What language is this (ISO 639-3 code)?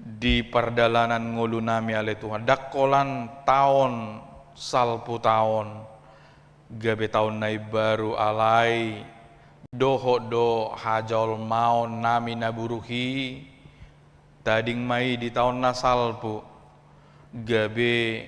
bbc